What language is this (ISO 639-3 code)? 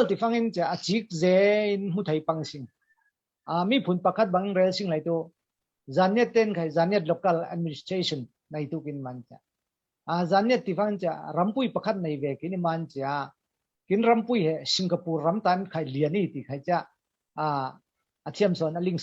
cfm